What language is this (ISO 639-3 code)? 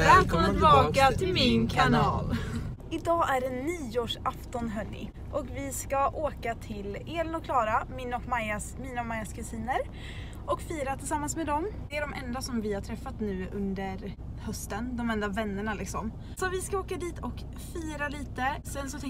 swe